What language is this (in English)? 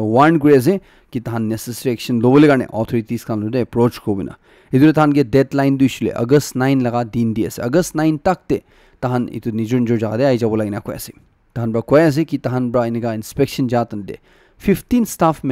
Naga Pidgin